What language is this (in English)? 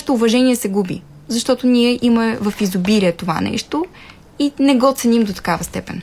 Bulgarian